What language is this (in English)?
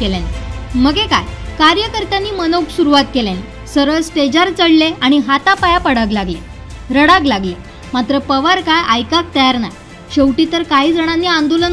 Marathi